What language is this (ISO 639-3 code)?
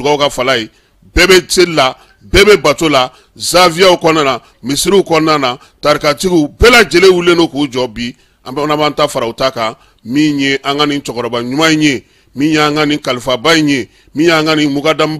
bam